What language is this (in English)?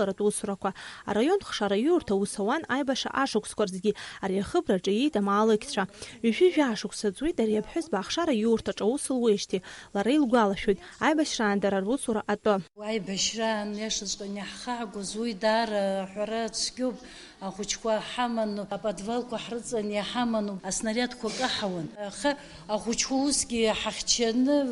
Abkhazian